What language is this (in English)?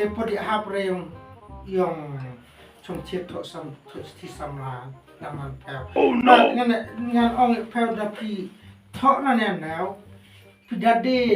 Khasi